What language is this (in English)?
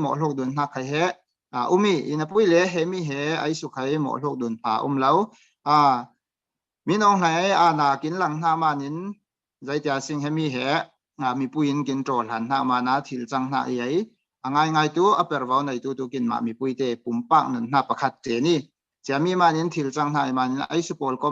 Falam Chin